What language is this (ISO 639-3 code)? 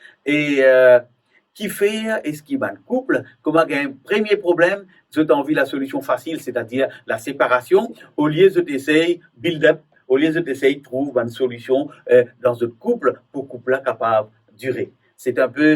mfe